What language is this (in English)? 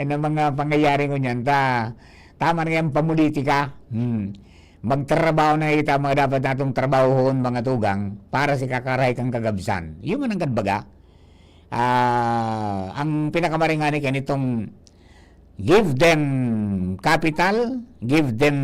Bikol